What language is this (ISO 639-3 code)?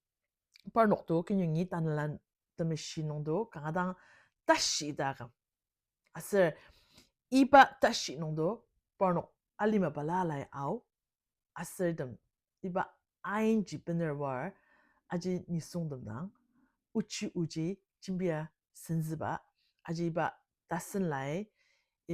njo